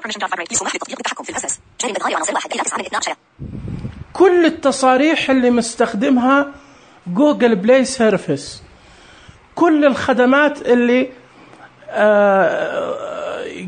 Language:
Najdi Arabic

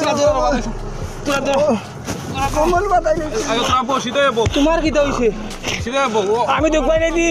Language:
Sylheti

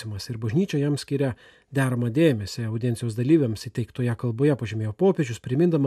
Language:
Lithuanian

